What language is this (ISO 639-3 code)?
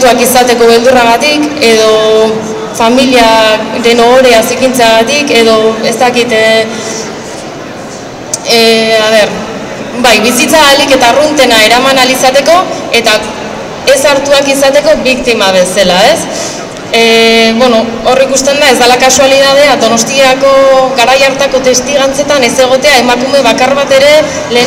eus